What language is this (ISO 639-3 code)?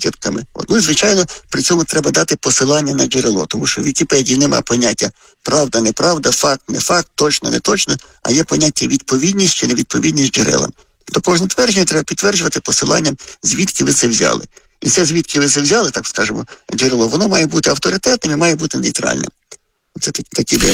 ukr